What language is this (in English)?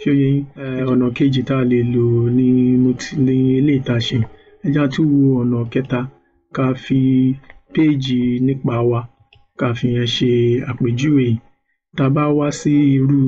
Yoruba